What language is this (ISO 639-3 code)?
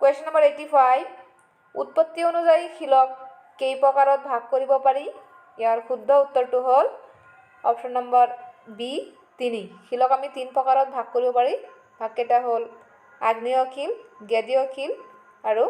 asm